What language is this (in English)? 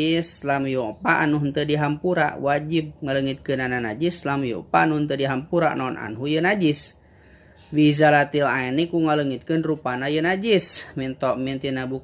Sundanese